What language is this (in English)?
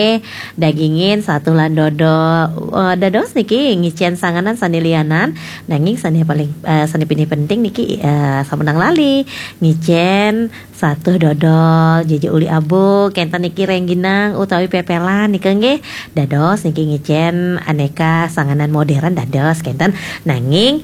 Balinese